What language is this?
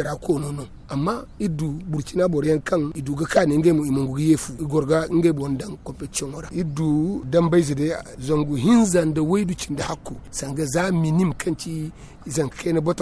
Zarma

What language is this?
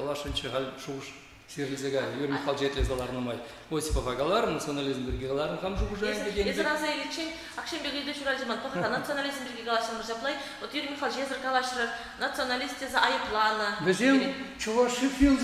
Chuvash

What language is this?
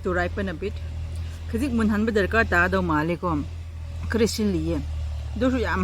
Manipuri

